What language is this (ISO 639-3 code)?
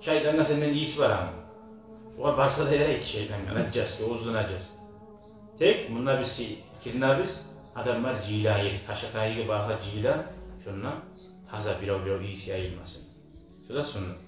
kum